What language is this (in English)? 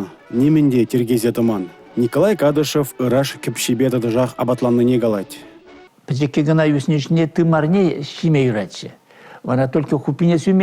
Chuvash